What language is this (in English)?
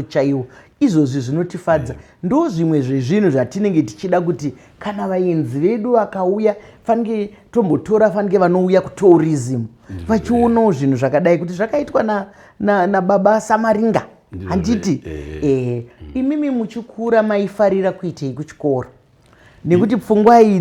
Shona